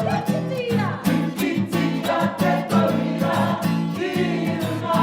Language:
Māori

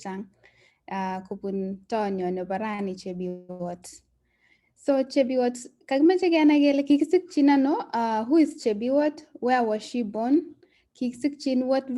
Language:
Kalenjin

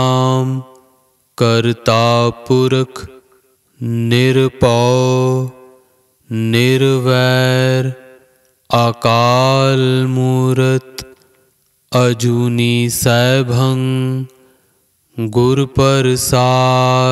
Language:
Punjabi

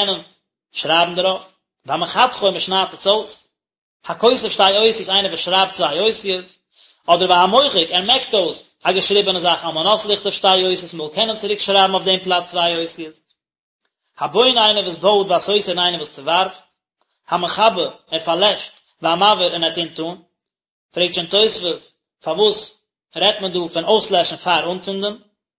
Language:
Yiddish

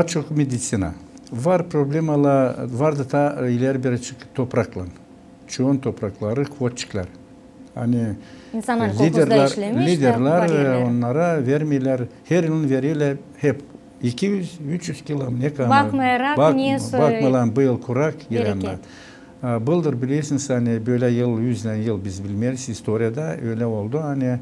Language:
Gagauz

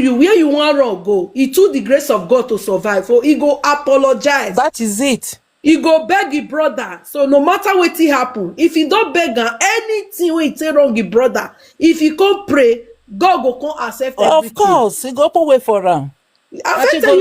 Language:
Nigerian Pidgin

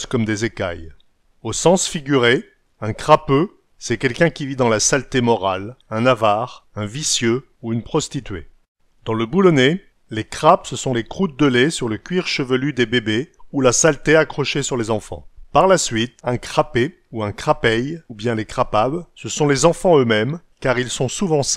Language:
Picard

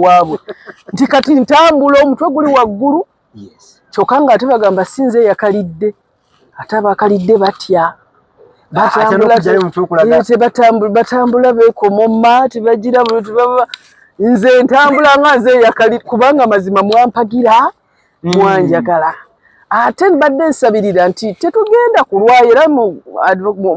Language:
Ganda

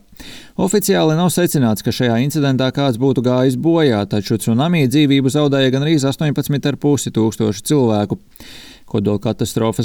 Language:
Latvian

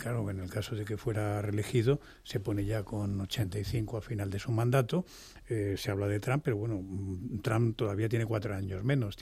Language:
Spanish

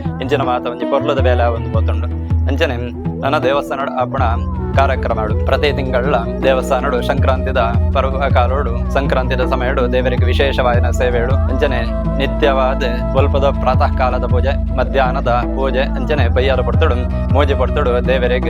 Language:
Tulu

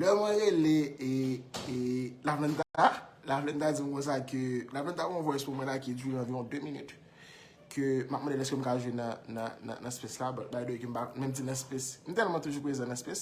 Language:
Haitian Creole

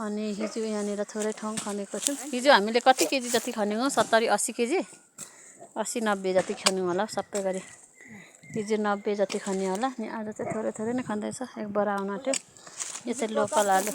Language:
Nepali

